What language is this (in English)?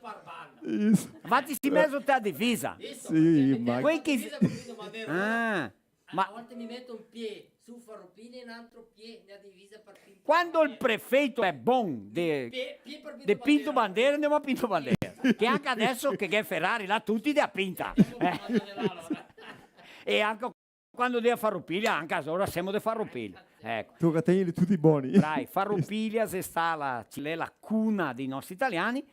Venetian